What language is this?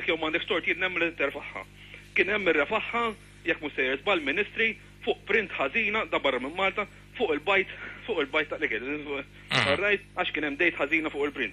Maltese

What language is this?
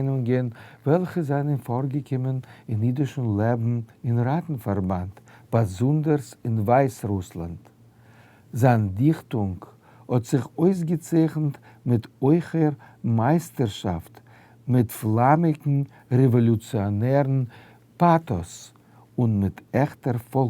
Yiddish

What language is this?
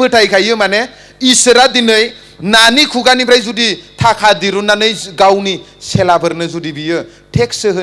Bodo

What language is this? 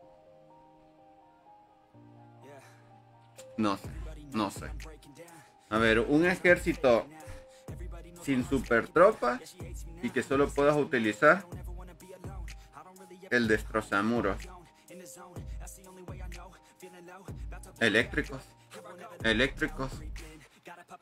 Spanish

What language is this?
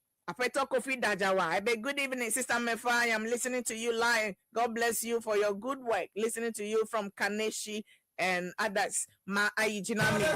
Ewe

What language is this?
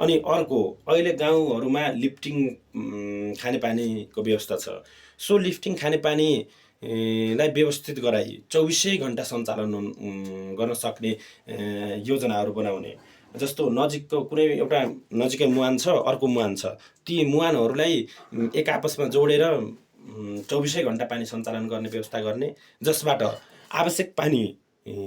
Nepali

